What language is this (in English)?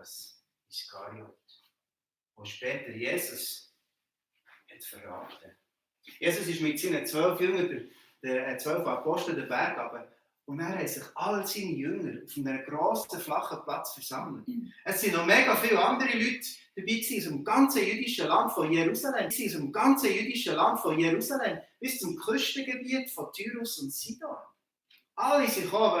Swiss German